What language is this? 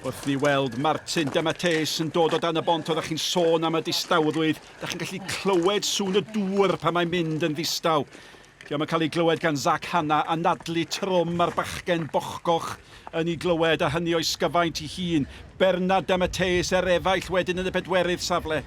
Welsh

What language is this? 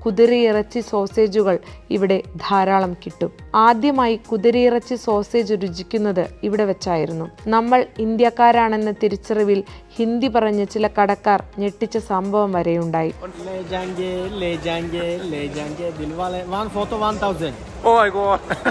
Malayalam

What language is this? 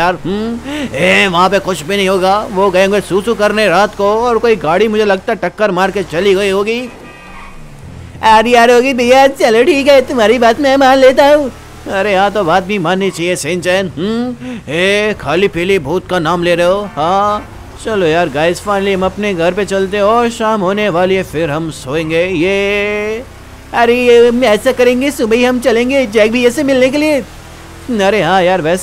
Hindi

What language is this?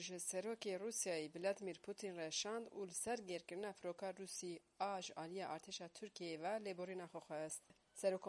Kurdish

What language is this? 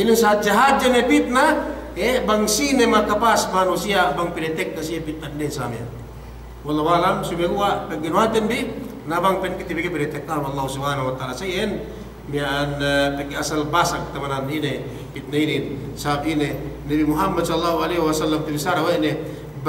Yakan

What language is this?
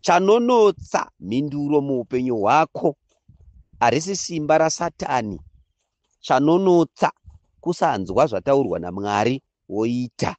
Shona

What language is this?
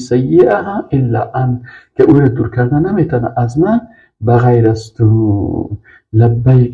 Persian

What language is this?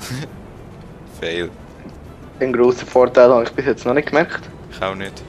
Swiss German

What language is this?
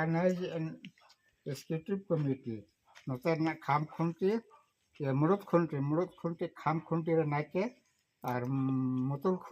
Santali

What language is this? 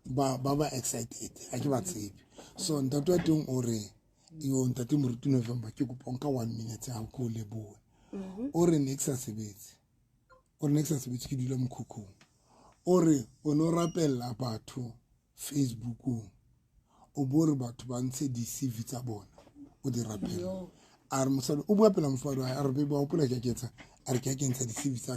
Southern Sotho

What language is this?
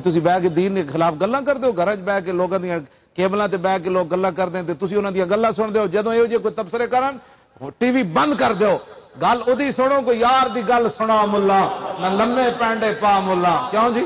Western Panjabi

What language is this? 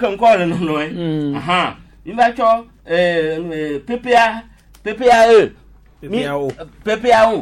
Gen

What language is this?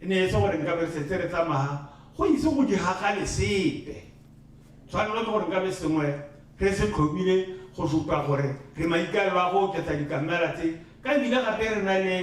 Tswana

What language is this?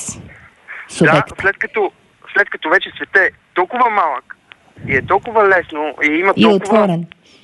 Bulgarian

